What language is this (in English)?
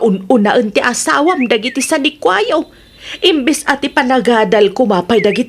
Iloko